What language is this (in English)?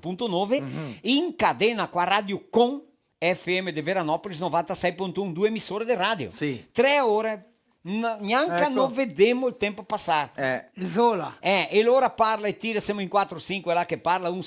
Venetian